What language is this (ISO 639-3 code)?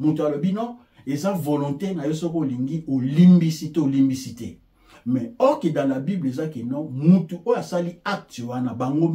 lin